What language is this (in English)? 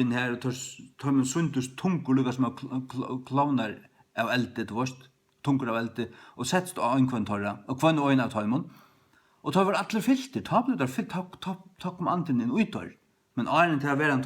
Faroese